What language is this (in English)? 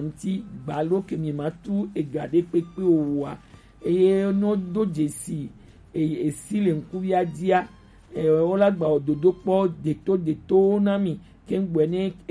Gen